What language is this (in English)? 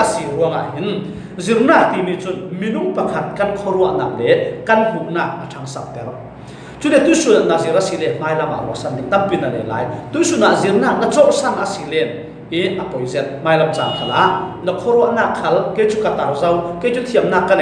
Falam Chin